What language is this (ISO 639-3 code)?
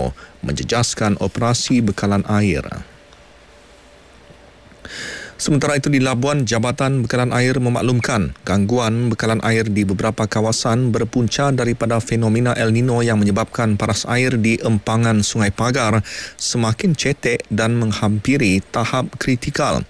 msa